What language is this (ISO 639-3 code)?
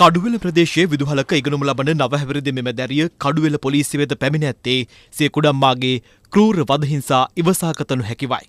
sin